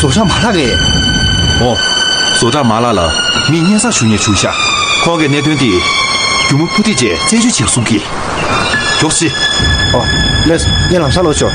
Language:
Tibetan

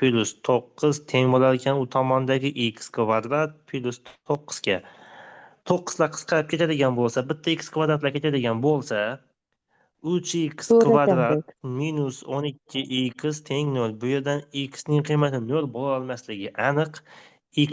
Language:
Uzbek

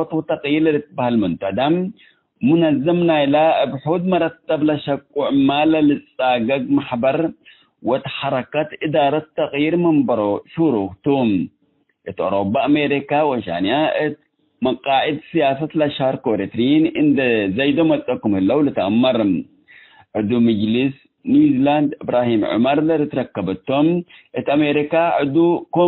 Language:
Tigre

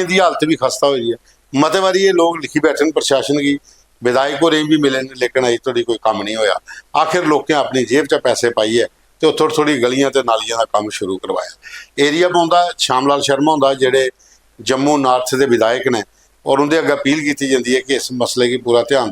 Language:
Dogri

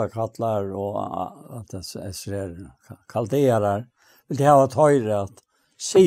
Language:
Faroese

